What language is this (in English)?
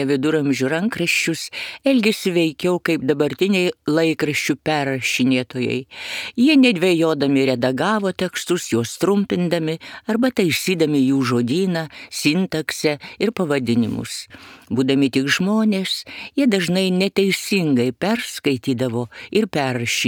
Lithuanian